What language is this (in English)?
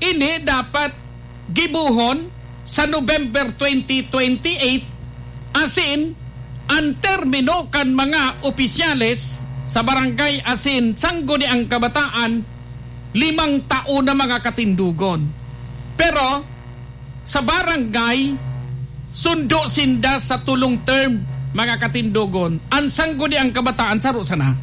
Bikol